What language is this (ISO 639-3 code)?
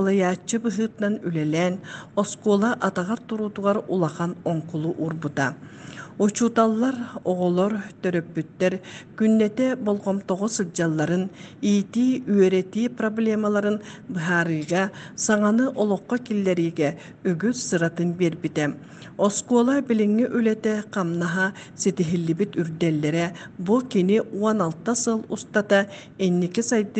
sah